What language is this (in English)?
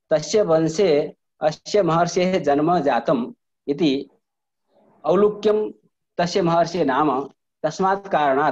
Sanskrit